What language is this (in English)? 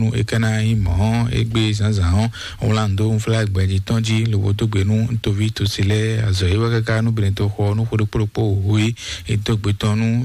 Fon